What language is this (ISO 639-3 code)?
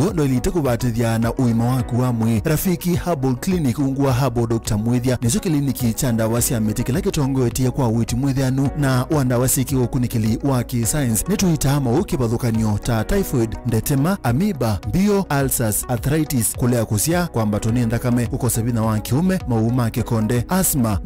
kam